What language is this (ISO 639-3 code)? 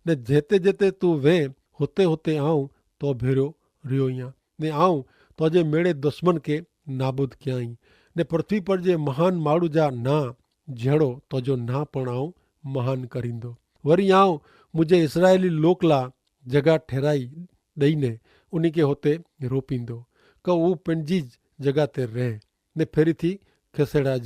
kfr